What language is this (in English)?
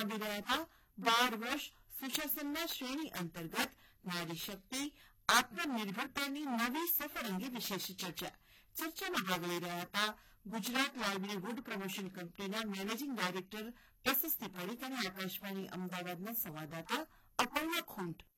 Gujarati